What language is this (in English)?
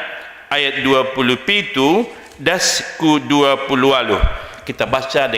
Batak Simalungun